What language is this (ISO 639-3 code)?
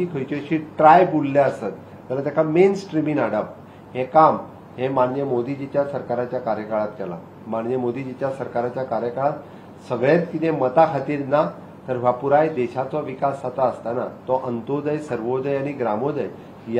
kok